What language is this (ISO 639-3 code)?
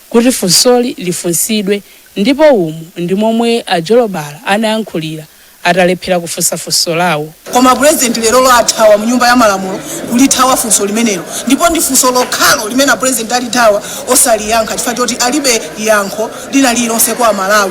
nya